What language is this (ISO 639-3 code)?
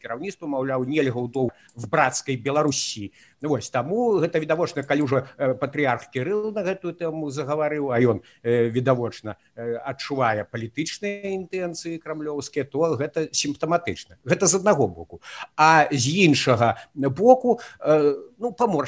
bel